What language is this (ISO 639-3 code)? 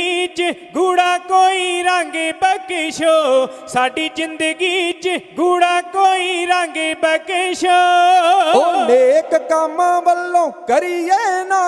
pan